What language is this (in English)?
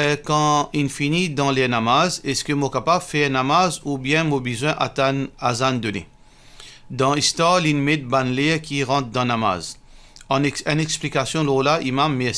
Morisyen